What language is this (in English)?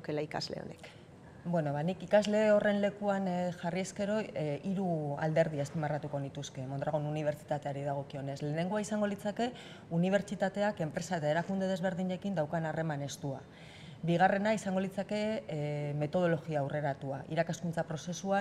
Basque